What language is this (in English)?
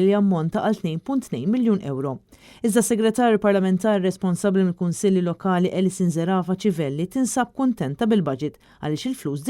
Maltese